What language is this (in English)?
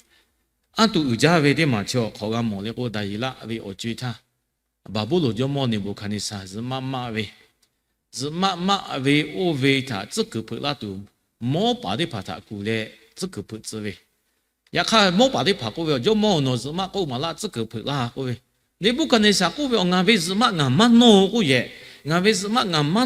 Lahu